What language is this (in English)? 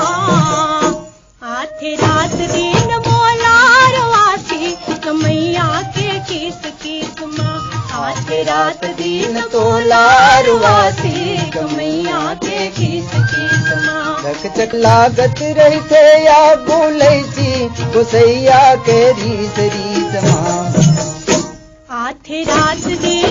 Chhattisgarhi